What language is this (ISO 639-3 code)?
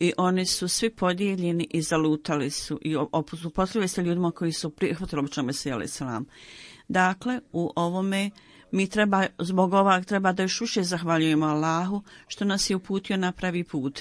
bos